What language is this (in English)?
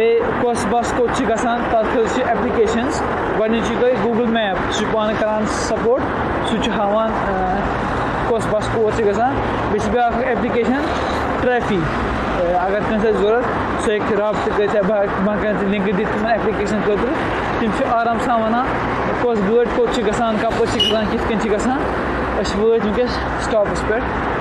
Kashmiri